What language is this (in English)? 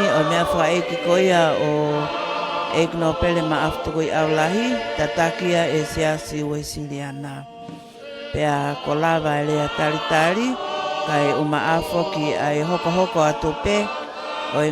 Tongan